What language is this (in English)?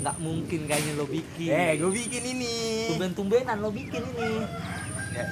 Betawi